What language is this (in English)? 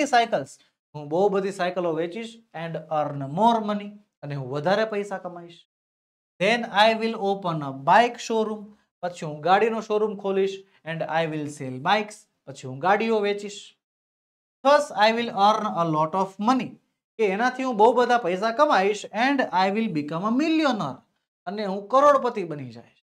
Gujarati